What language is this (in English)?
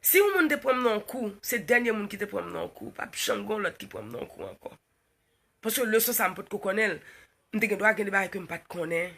Haitian Creole